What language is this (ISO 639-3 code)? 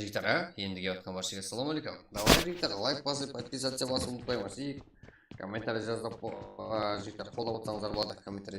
kaa